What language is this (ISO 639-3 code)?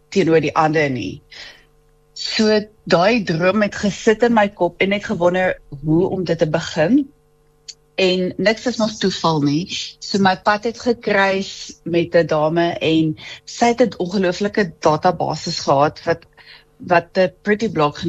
afr